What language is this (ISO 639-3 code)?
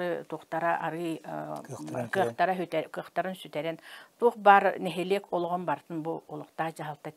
sah